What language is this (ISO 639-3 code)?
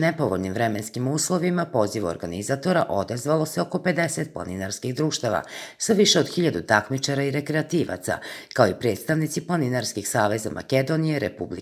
srp